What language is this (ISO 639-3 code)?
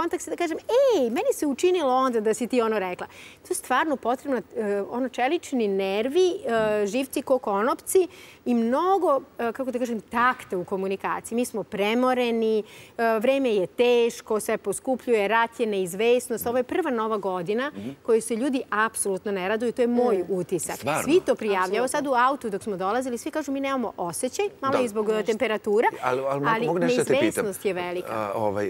srp